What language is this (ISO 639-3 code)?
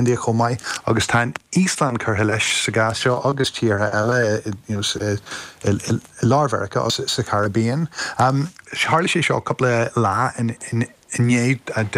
gle